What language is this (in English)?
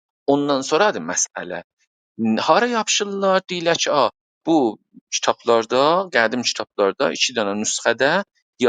South Azerbaijani